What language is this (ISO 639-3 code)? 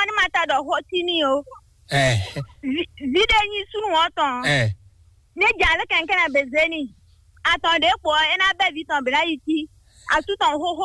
fon